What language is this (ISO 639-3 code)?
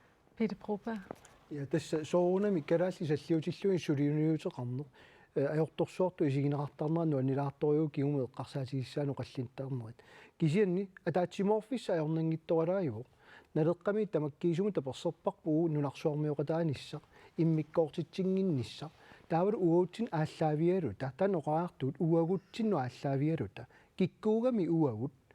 kal